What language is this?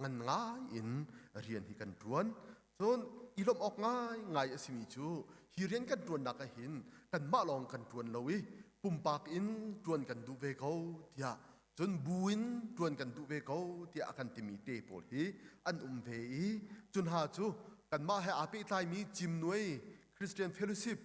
Hakha Chin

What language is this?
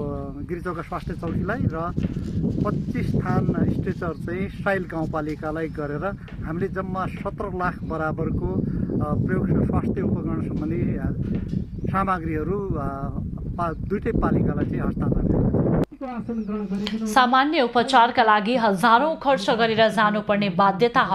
Nepali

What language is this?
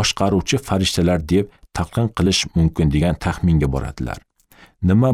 Uzbek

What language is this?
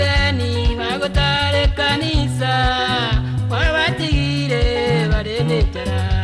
Gusii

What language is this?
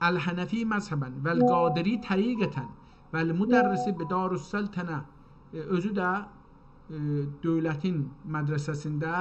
South Azerbaijani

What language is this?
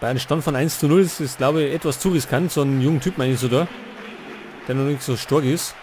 Bavarian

